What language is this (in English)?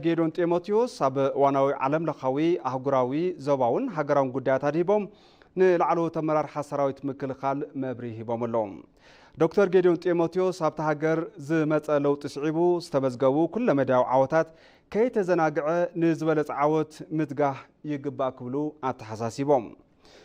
Tigrinya